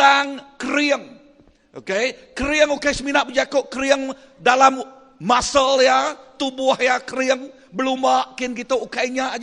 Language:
Iban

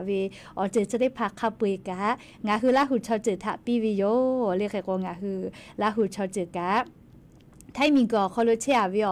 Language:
Lahu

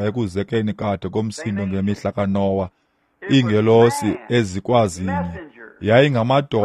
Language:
Xhosa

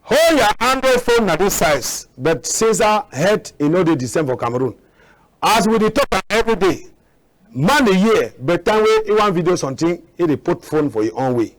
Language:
Cameroon Pidgin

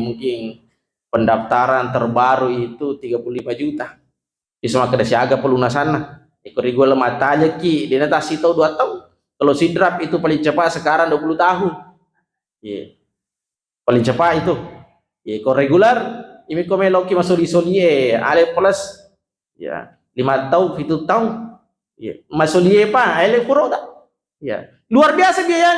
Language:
Buginese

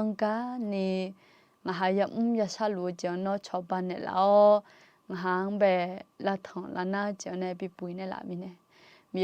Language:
Akha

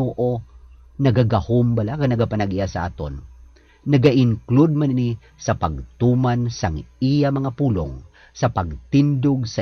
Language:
Hiligaynon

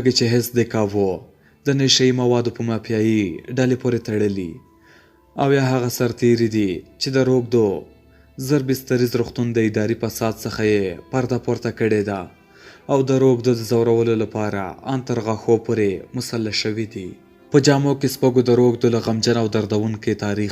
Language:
Pashto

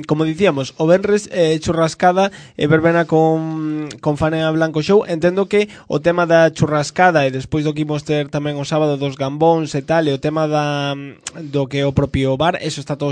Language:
Galician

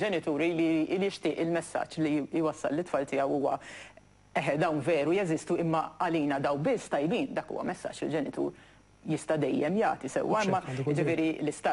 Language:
Maltese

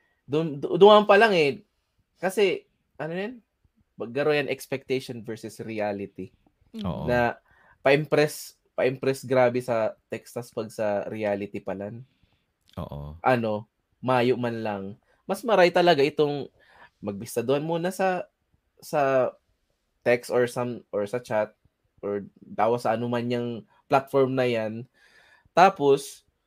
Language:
Bikol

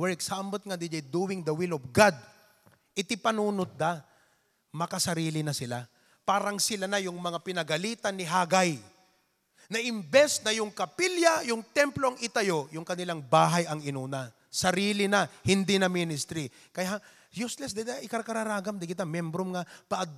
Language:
Iloko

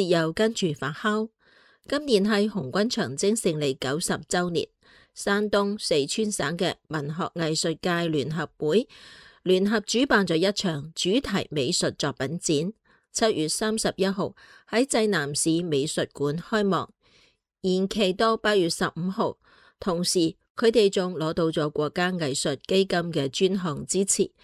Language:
Cantonese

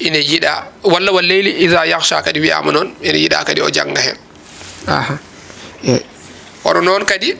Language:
Fula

